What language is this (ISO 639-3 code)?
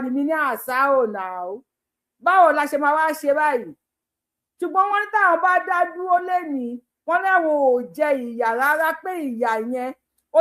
yor